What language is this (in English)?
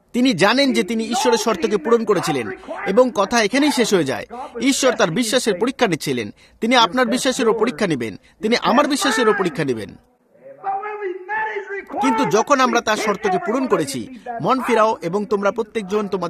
Bangla